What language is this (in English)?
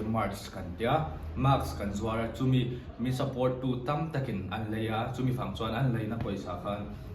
Mizo